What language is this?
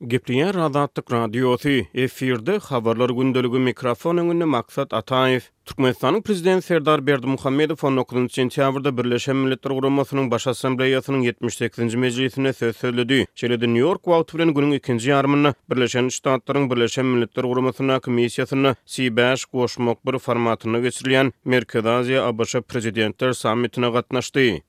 Turkmen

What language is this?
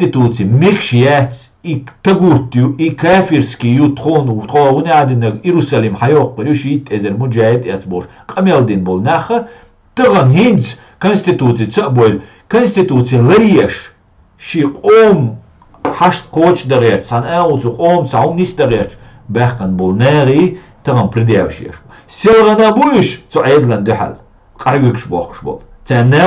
Chechen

